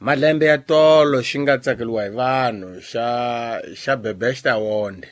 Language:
Tsonga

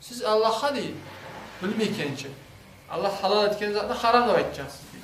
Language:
Kumyk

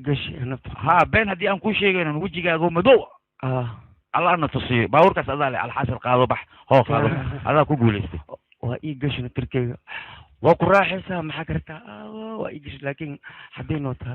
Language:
Somali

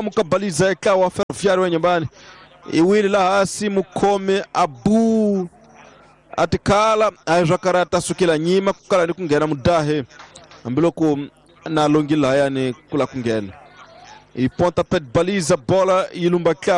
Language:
Tsonga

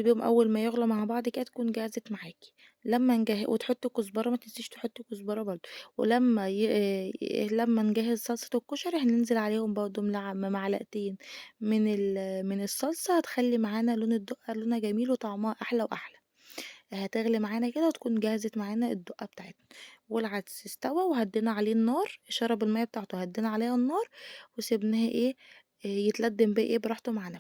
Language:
Egyptian Arabic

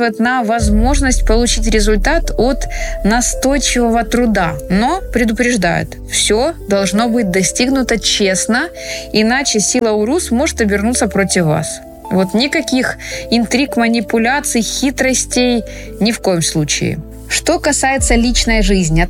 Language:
Russian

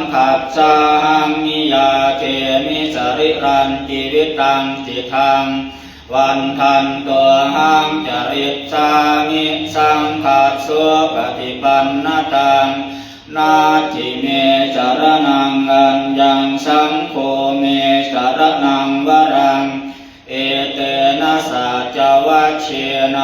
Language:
Pali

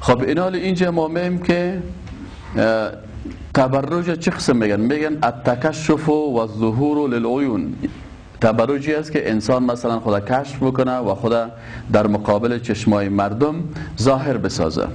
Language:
Persian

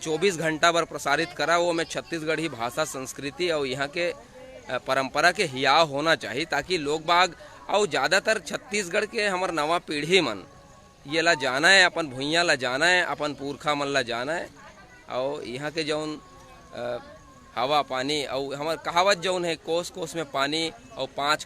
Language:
Chhattisgarhi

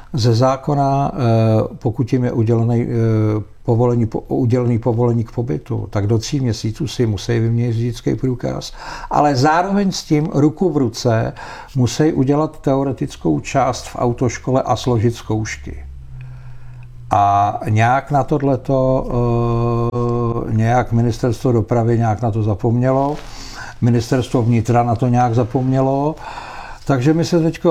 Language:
Czech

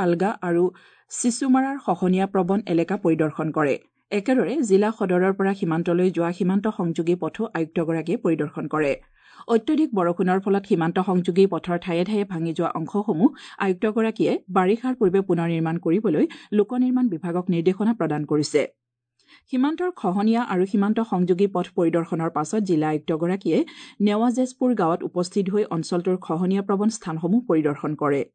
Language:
Assamese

